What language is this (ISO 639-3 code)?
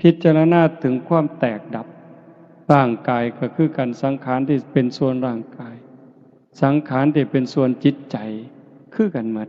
lao